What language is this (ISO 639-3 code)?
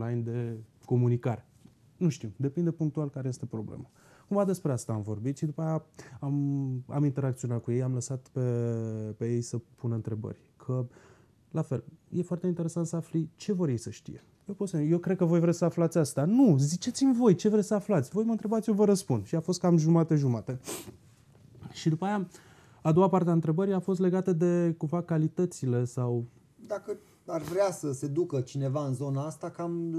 ron